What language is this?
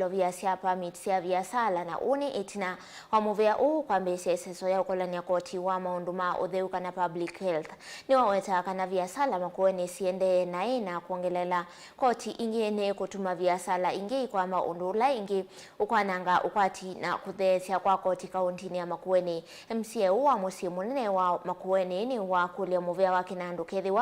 Kamba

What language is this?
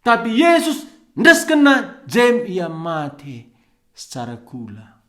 Batak Karo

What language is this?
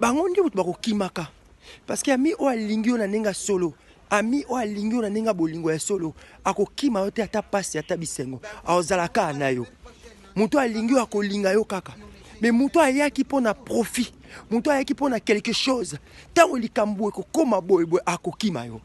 Lingala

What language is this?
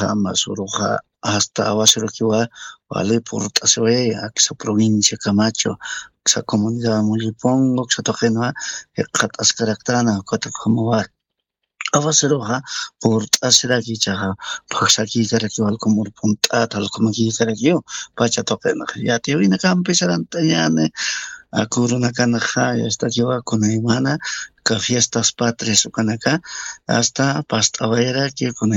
Aymara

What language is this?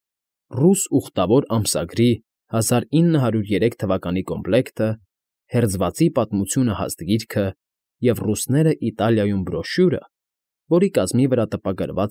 Armenian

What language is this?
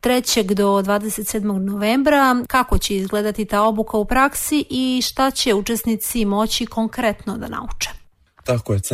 Serbian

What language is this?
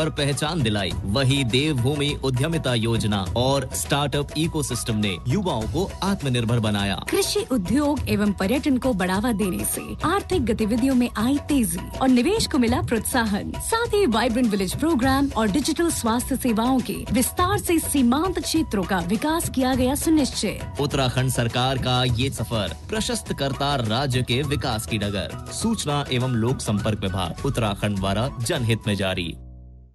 Hindi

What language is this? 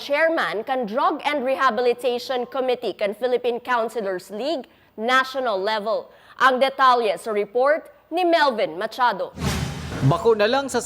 Bikol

